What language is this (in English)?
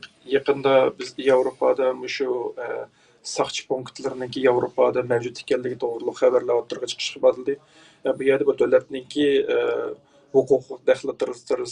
Uyghur